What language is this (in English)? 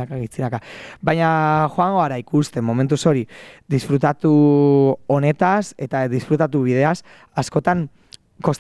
Basque